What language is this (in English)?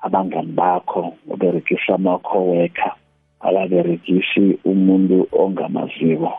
South Ndebele